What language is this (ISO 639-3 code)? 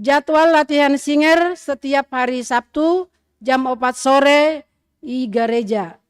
bts